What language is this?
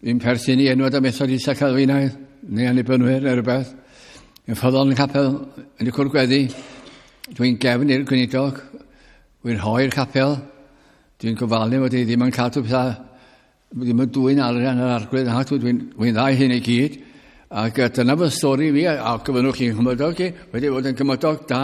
Welsh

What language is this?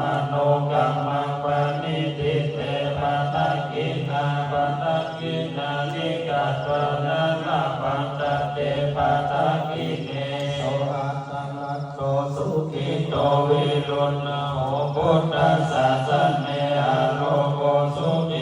Pali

